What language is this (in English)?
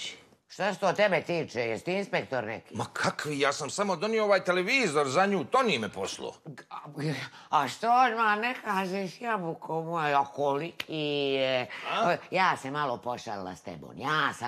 Bosnian